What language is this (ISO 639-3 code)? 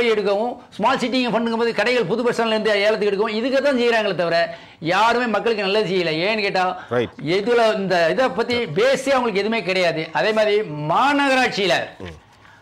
tam